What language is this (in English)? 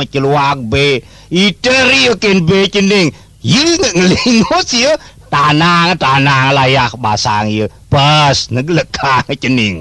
Balinese